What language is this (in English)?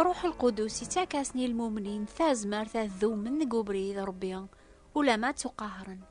Kabyle